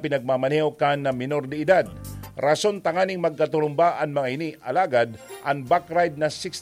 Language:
Bikol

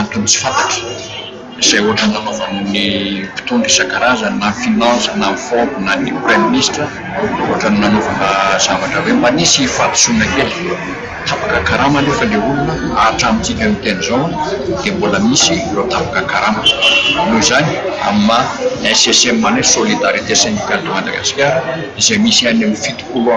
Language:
Malagasy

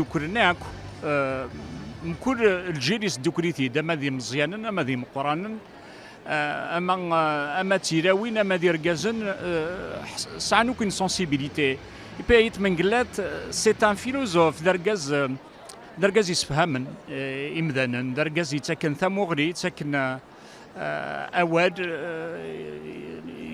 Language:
Kabyle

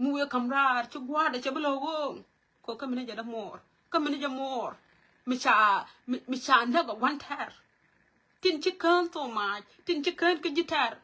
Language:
Nuer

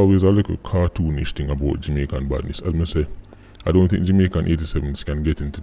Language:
Jamaican Creole English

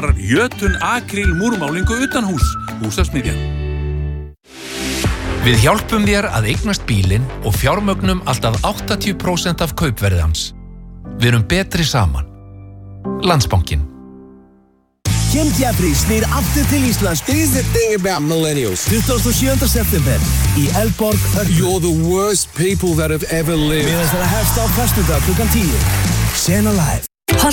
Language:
Icelandic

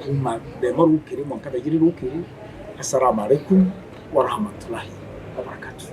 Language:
Meru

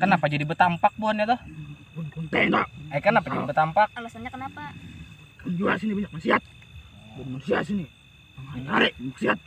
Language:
Banjar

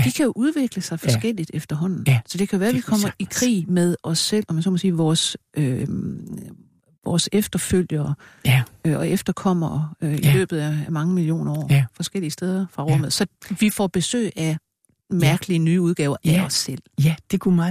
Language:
Danish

